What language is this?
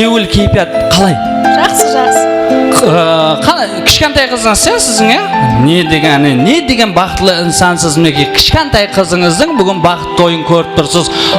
Kara-Kalpak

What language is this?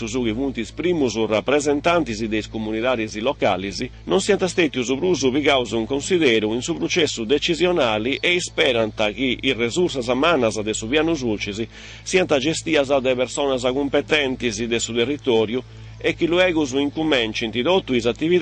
Sardinian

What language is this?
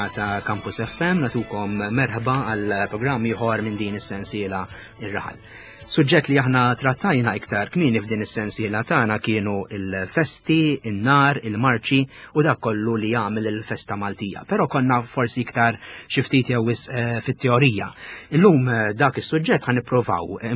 Maltese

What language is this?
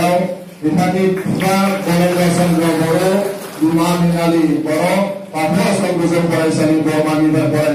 Bodo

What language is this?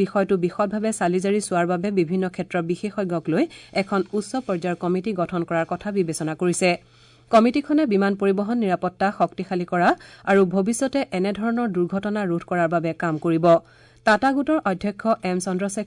Assamese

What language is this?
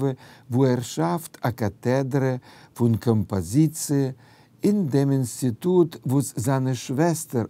Yiddish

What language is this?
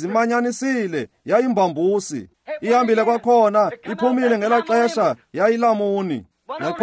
Xhosa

